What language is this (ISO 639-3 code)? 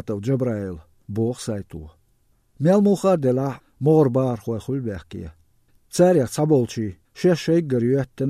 che